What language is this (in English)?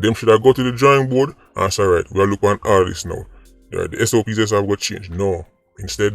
Jamaican Creole English